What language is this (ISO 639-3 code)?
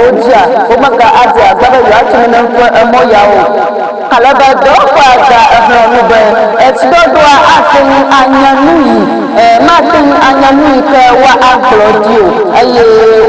ewe